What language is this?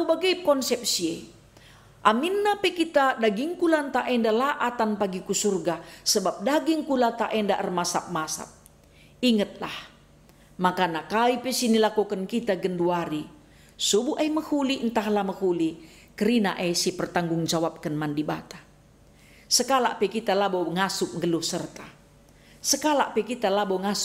Batak Karo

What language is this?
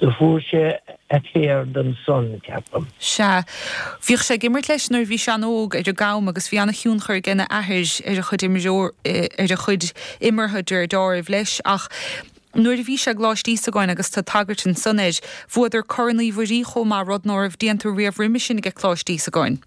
Irish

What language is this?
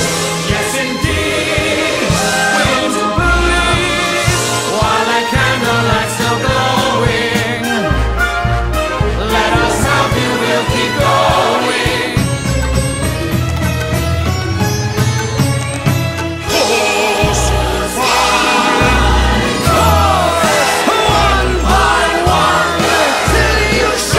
English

